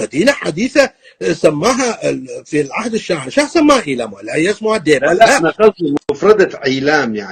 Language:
North Levantine Arabic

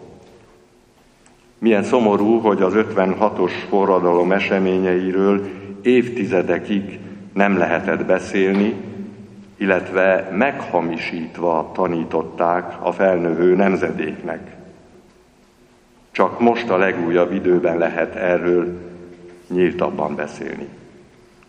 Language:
Hungarian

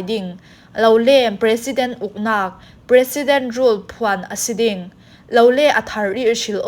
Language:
Falam Chin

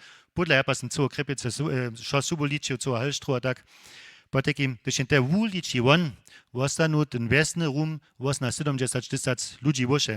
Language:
Upper Sorbian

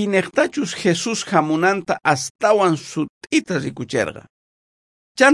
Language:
South Bolivian Quechua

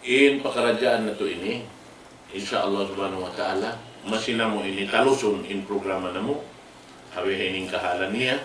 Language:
Tausug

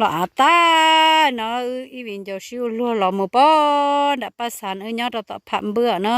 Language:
Hmong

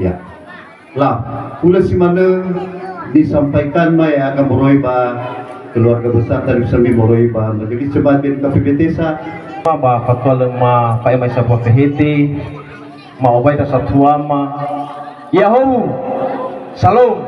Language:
Nias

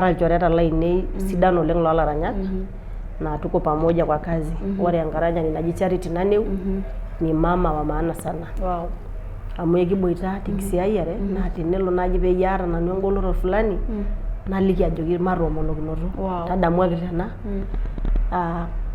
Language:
Masai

